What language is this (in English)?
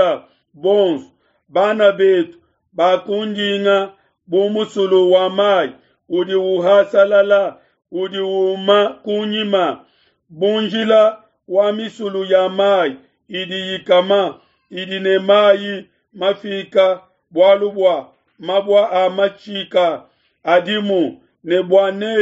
Luba-Lulua